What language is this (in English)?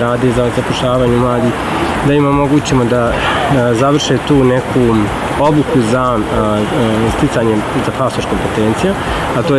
Bosnian